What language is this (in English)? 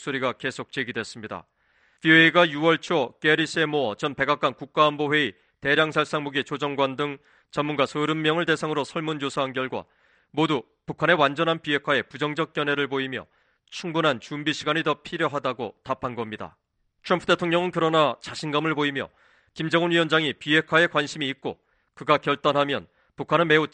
Korean